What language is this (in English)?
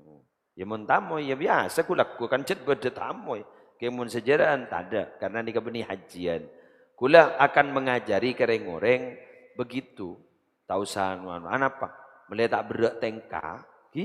Madurese